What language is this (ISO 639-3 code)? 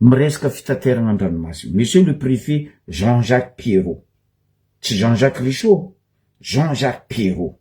mlg